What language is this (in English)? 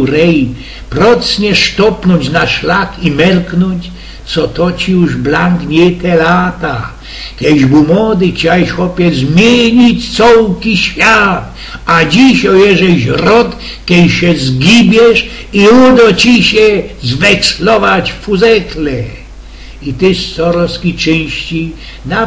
Silesian